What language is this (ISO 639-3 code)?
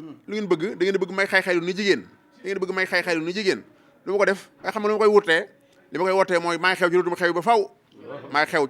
wol